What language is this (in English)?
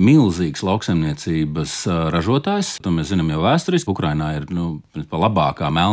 Latvian